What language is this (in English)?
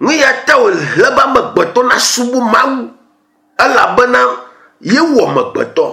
Ewe